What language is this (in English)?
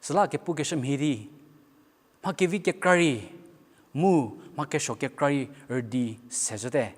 Angami Naga